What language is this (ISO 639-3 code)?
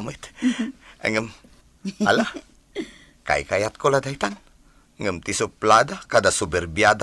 ilo